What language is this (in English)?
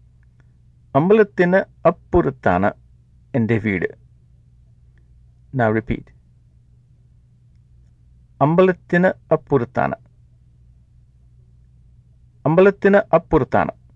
Malayalam